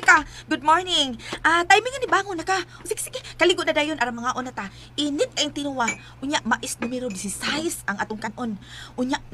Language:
Cebuano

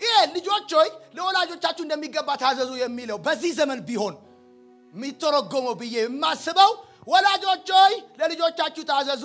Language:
Amharic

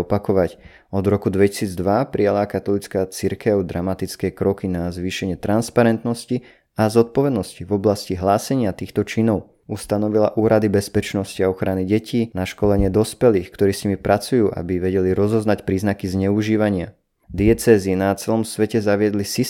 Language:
Slovak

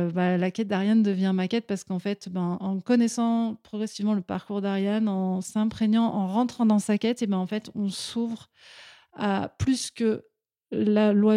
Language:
French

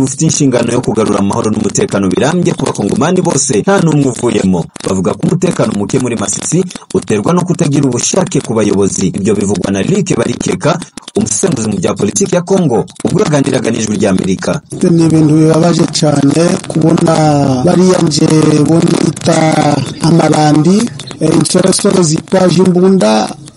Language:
Kinyarwanda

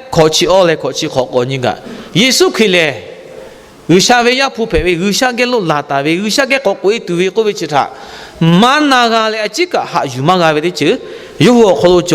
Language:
Lahu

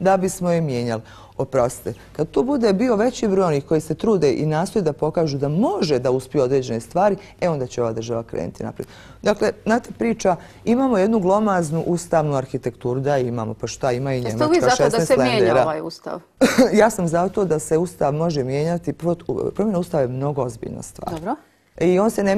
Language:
Bosnian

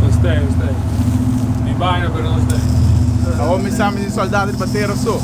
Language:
Papiamento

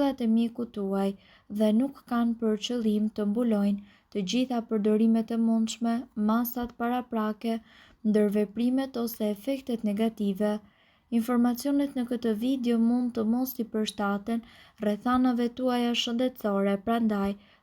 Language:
Albanian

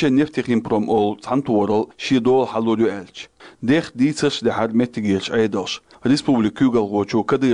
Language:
Chechen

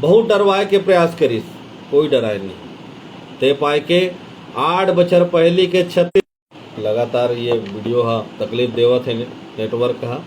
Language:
Chhattisgarhi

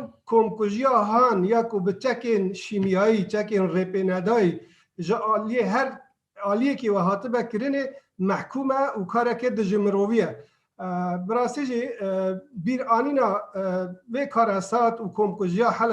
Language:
Kurdish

